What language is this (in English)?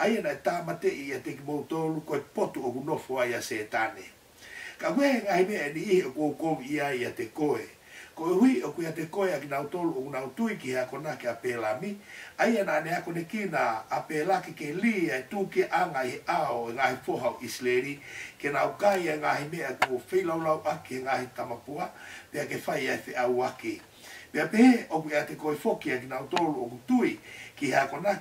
Tongan